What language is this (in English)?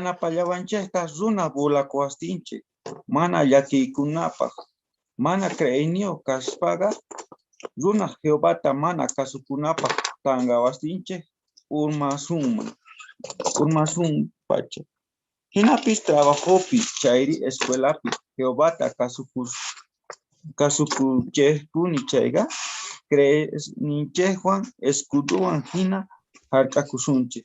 South Bolivian Quechua